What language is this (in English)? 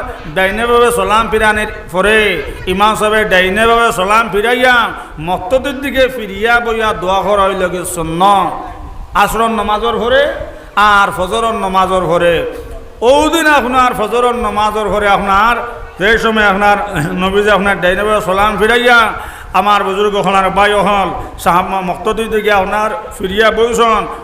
Sylheti